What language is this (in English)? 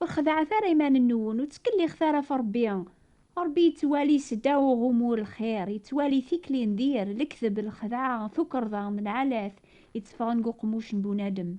Kabyle